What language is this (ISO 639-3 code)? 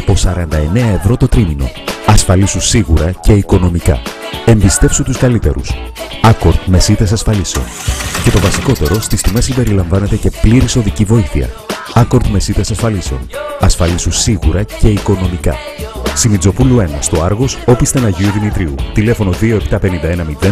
ell